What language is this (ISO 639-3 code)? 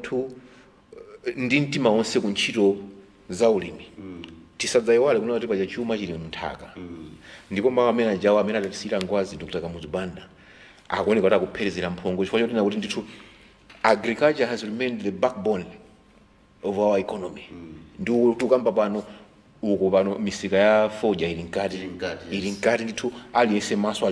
nya